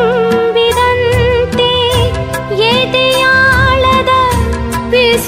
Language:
Kannada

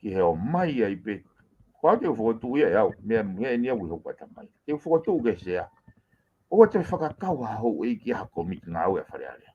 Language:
Tongan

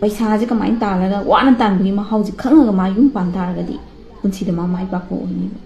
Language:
Manipuri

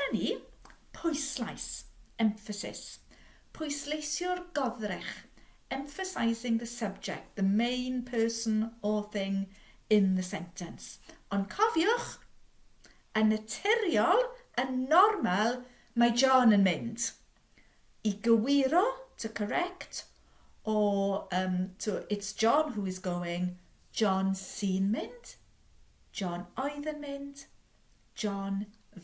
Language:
Welsh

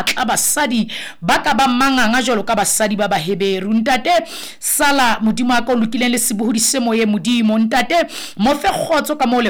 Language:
Southern Sotho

